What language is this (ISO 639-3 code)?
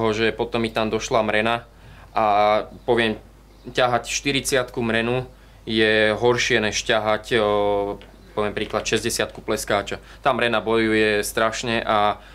slk